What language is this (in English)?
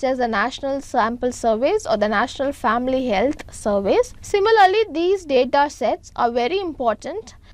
English